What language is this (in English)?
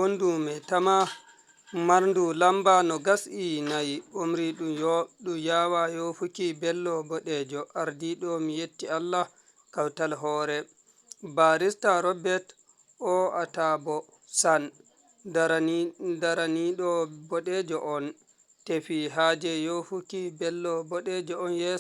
Fula